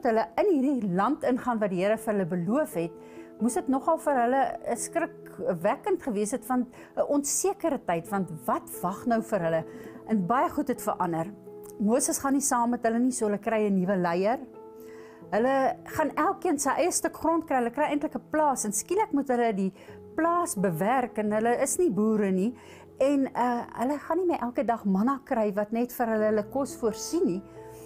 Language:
Afrikaans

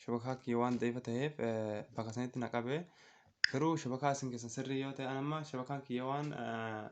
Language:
Oromo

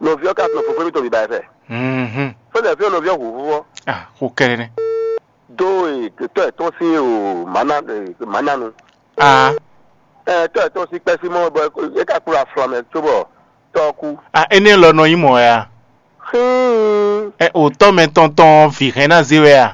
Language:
Fon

